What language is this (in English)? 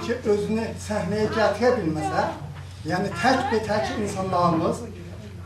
South Azerbaijani